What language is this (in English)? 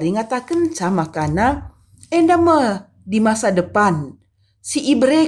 Batak Karo